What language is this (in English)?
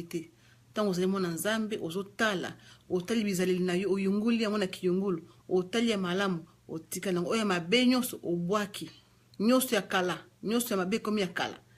Lingala